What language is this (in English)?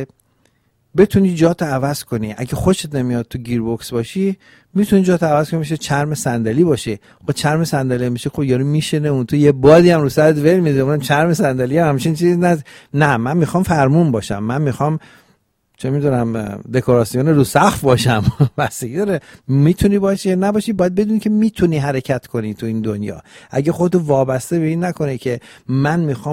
Persian